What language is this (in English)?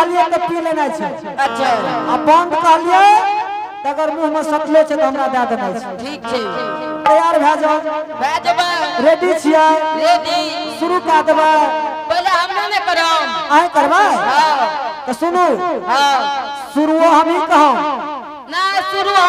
Angika